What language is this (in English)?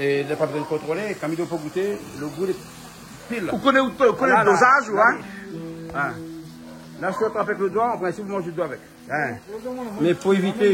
Réunion Creole French